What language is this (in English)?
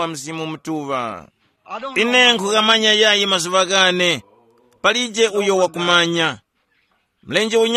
Tumbuka